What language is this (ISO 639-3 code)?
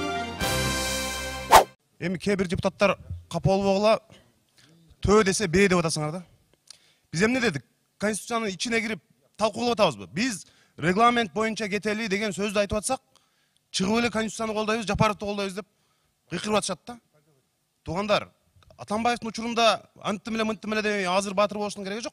kir